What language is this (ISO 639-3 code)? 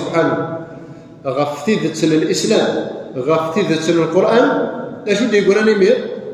kab